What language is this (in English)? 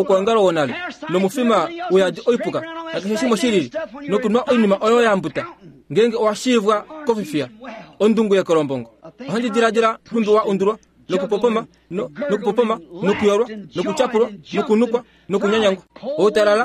Kuanyama